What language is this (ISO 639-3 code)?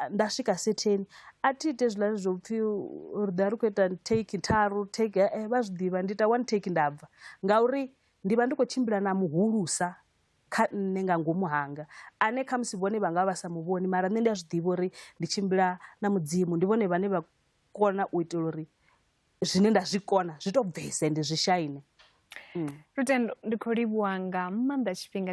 ven